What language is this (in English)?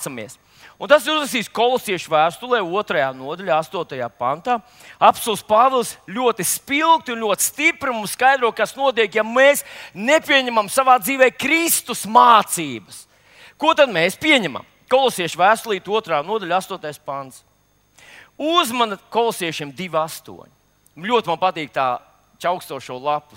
Latvian